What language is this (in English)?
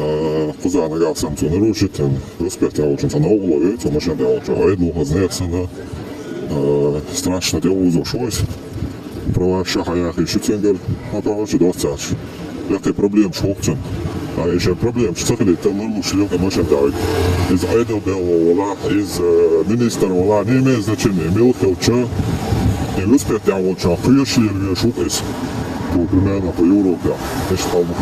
Chechen